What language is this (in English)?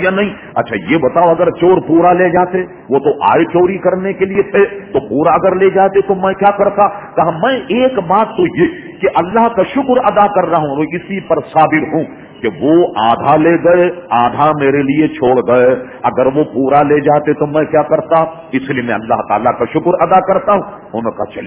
Urdu